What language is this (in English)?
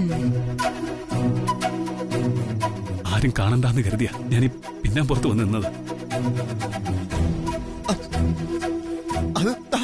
Malayalam